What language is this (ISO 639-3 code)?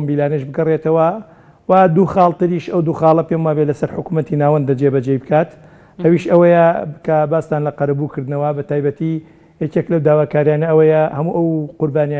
ckb